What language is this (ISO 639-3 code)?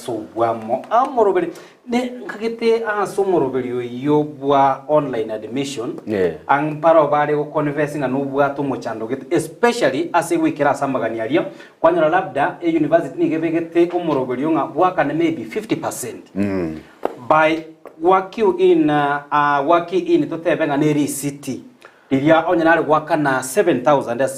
guz